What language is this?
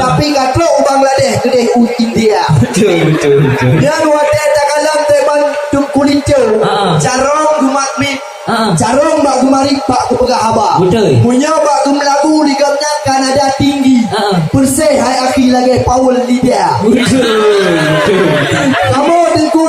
Achinese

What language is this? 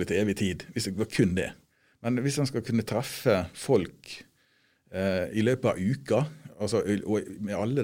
Norwegian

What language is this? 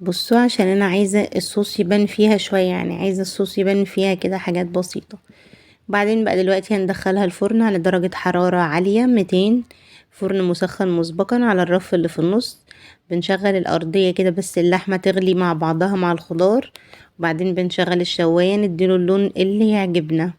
Egyptian Arabic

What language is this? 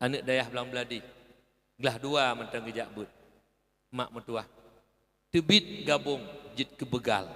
Achinese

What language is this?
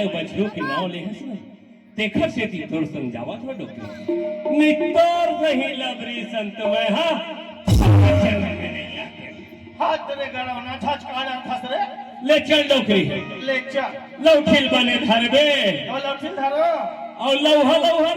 Chhattisgarhi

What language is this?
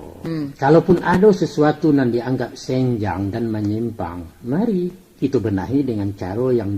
Minangkabau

